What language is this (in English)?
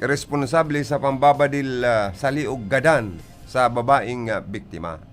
Bikol